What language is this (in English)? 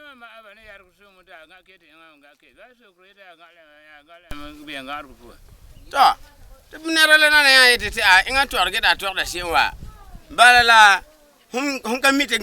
Frafra